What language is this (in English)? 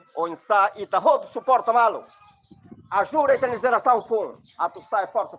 Tetum